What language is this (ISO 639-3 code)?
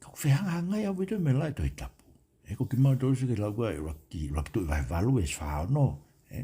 ton